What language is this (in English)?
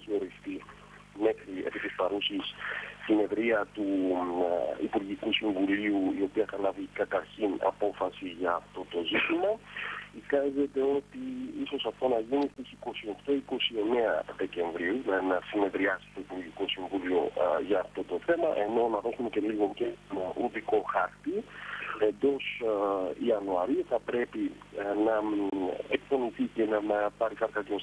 Greek